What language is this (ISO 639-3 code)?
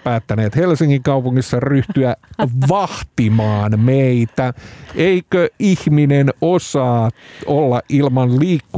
fin